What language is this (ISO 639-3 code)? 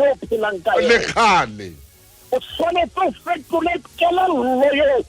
sot